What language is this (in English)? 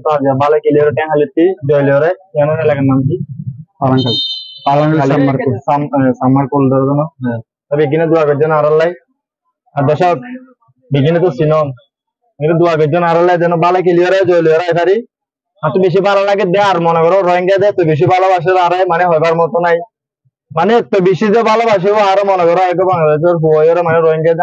Rohingya